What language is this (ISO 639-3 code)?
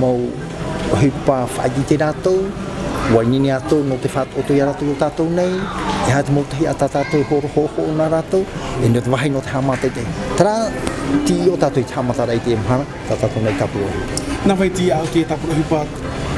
tah